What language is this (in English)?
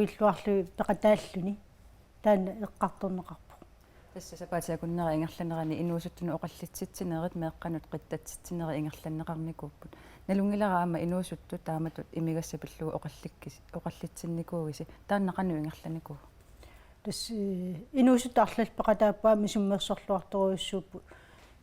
Kalaallisut